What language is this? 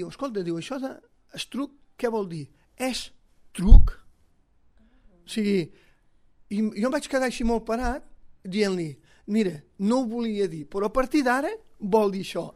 Catalan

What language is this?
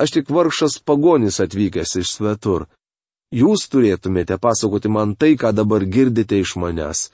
Lithuanian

